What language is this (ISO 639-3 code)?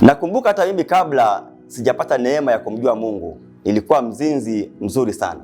swa